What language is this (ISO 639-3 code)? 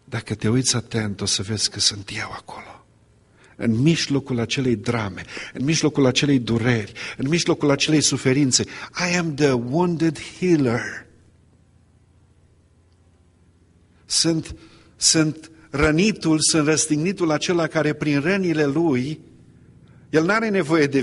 ron